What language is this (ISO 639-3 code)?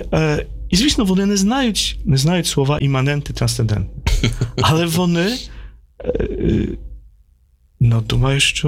ukr